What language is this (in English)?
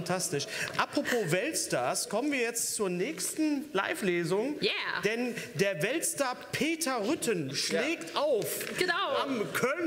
German